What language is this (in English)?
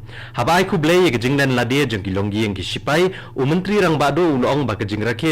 Khasi